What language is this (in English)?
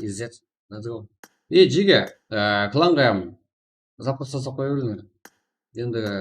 Kara-Kalpak